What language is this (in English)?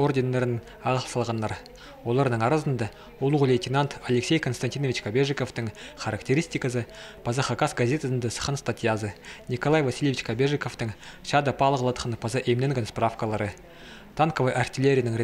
Khakas